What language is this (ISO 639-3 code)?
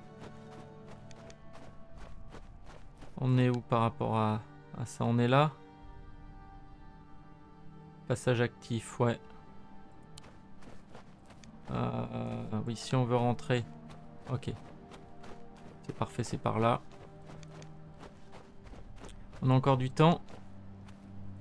fra